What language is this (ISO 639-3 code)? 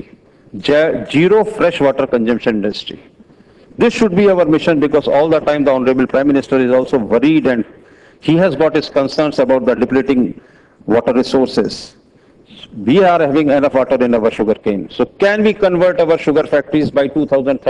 eng